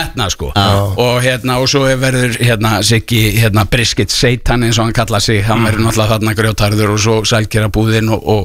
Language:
Icelandic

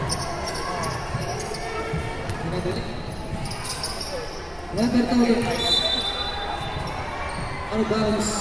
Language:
Filipino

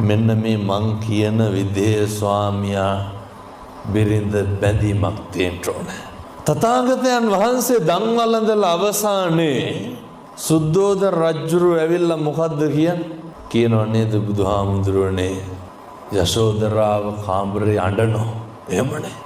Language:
Sinhala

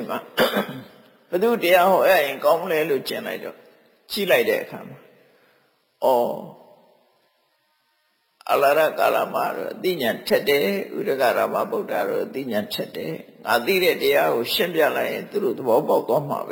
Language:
Burmese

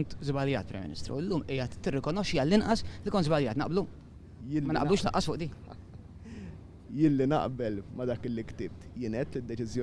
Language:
Maltese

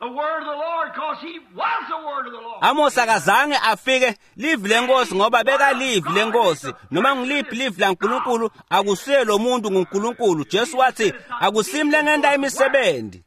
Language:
Swati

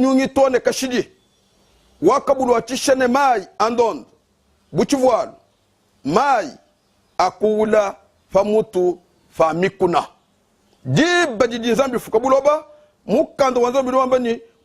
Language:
Luba-Lulua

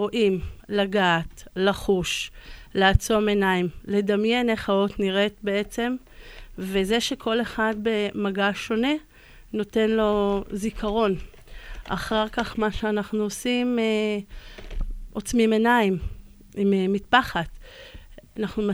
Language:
Hebrew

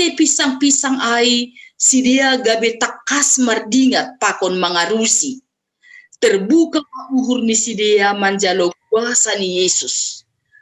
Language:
Batak Simalungun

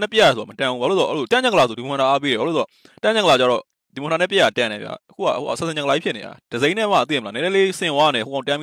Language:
Burmese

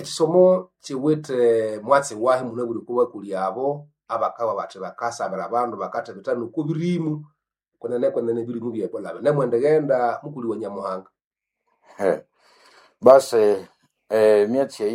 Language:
Nande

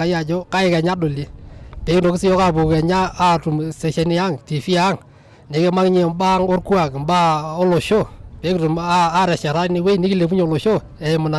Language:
Masai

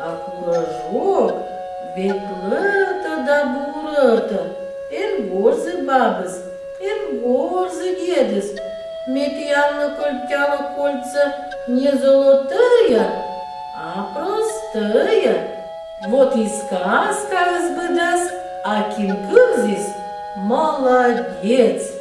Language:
Komi-Permyak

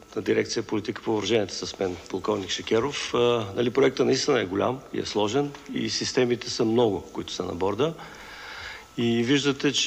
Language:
Bulgarian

